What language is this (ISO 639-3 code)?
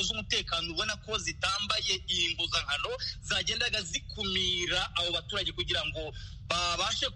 kin